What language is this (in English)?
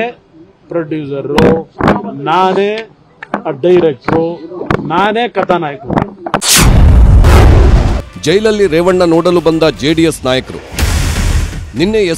Kannada